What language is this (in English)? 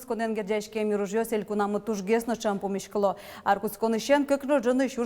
Udmurt